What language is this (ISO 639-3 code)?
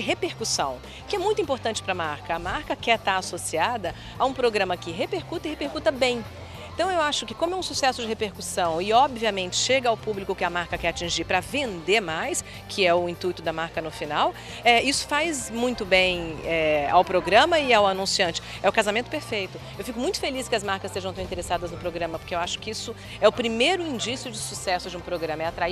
por